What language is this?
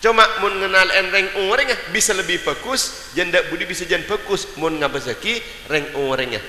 Madurese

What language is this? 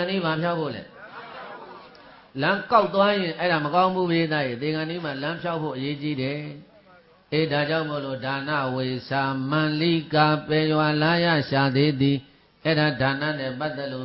Burmese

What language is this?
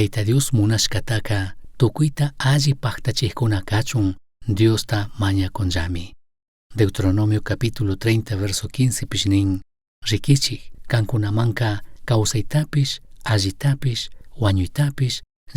Chimborazo Highland Quichua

